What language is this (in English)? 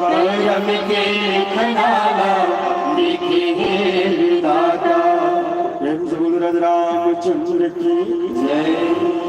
Chhattisgarhi